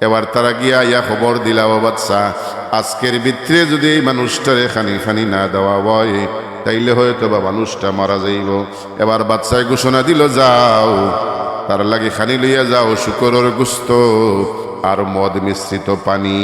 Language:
Sylheti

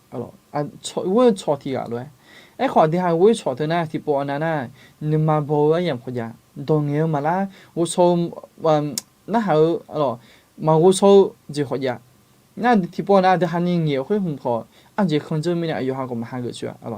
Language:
Akha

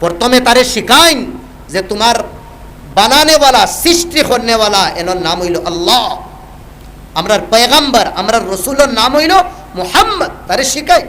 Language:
Sylheti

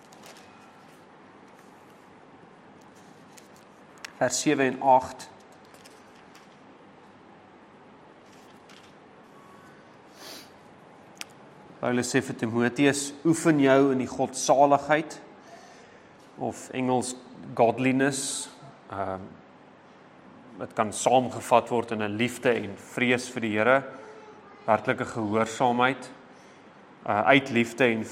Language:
Afrikaans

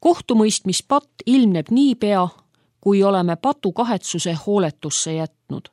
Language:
Estonian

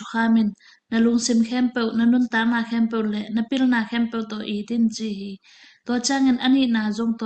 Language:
Tedim Chin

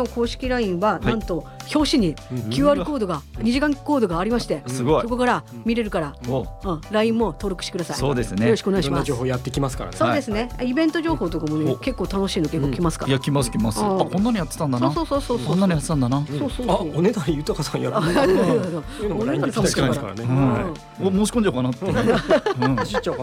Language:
Japanese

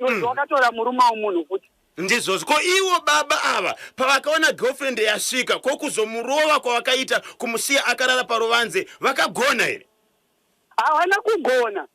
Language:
Shona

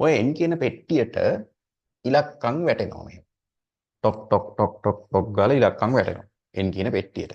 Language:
Sinhala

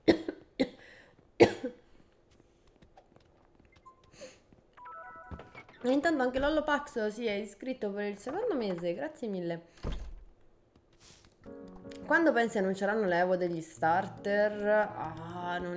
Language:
Italian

